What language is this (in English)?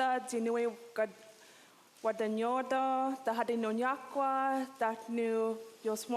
Mohawk